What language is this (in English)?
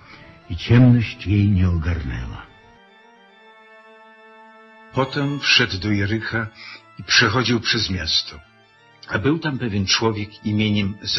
Polish